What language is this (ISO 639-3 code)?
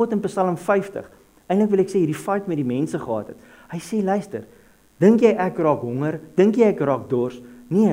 afr